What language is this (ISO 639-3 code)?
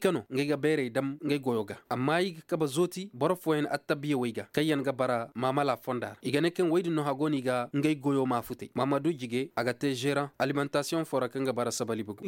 ses